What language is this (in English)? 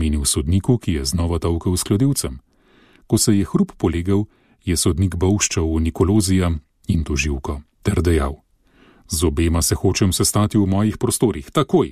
Slovenian